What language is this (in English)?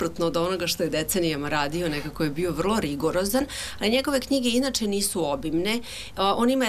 Serbian